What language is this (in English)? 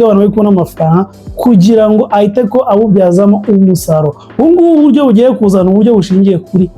Kinyarwanda